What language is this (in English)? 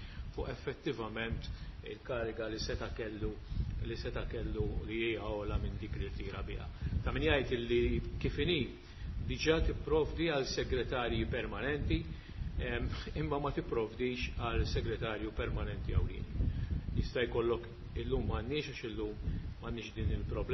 Maltese